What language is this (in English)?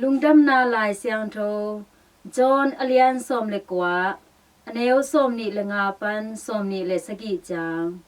Tedim Chin